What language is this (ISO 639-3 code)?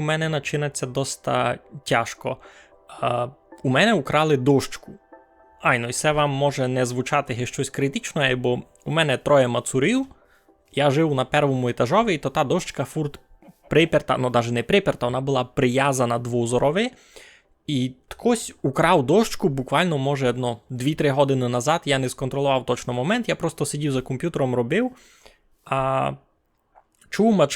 rue